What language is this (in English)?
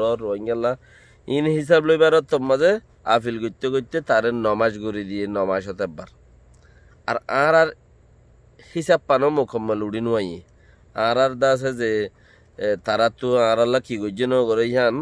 Rohingya